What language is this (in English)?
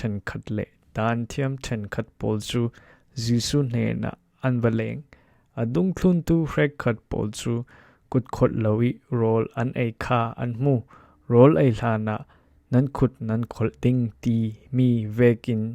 Falam Chin